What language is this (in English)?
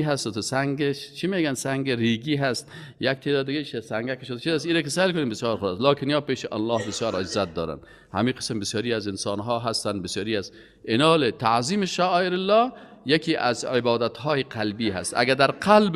Persian